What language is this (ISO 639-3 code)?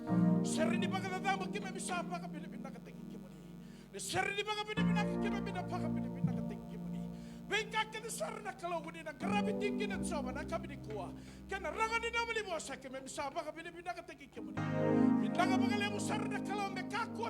fij